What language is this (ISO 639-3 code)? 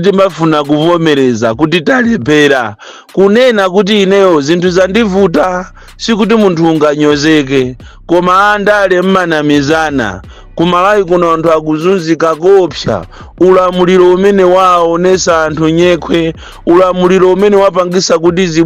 nya